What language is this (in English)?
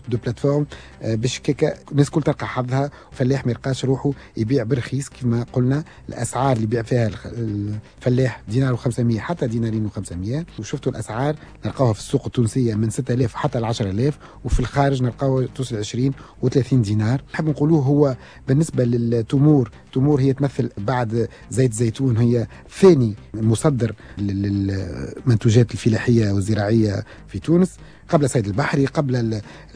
Tunisian Arabic